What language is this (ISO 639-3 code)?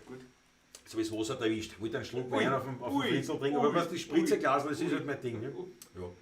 bar